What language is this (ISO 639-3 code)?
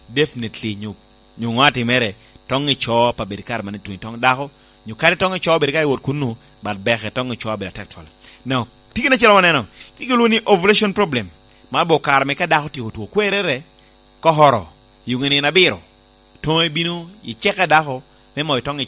laj